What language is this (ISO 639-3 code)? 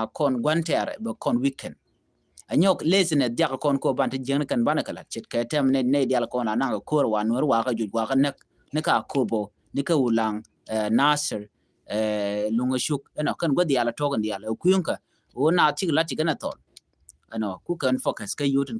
nus